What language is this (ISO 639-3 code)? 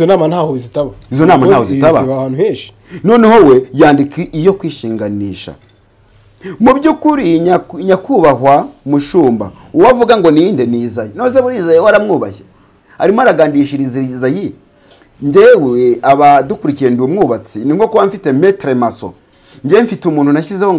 kin